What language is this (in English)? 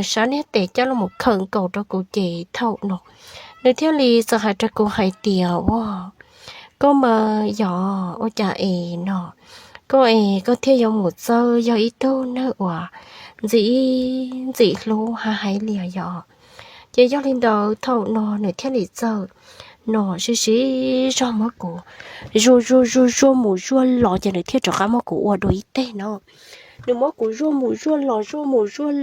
Hmong